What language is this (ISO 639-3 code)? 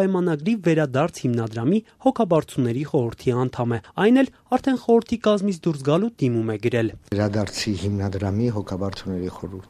hye